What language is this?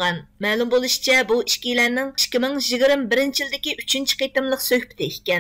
Uyghur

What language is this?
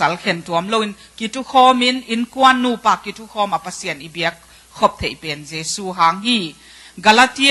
Tedim Chin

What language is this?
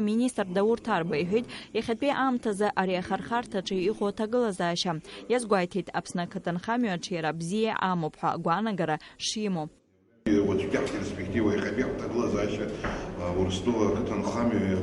Abkhazian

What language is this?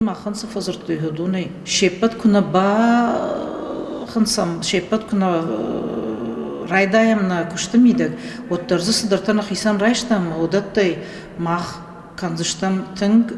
Ossetic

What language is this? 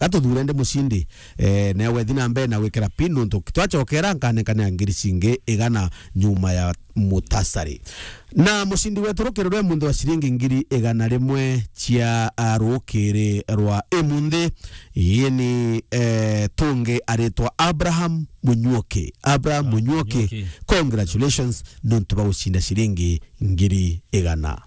Meru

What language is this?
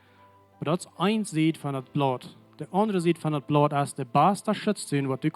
Plautdietsch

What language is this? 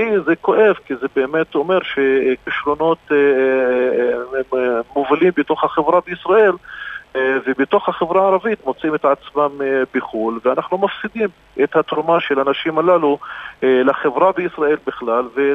Hebrew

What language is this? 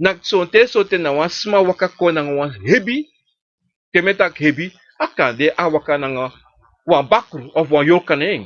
Sranan Tongo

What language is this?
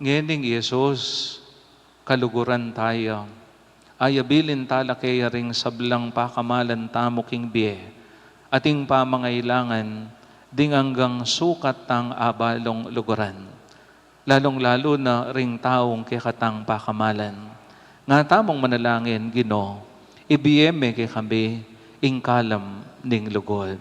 Pampanga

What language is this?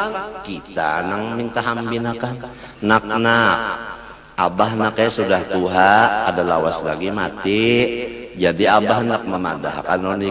Banjar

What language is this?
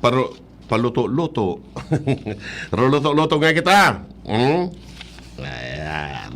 Bikol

